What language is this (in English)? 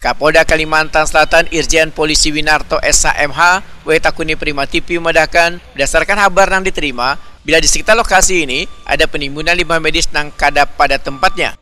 Banjar